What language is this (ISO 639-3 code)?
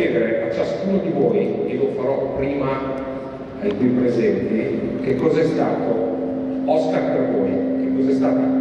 ita